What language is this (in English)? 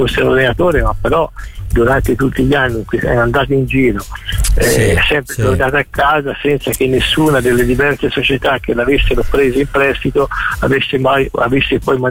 Italian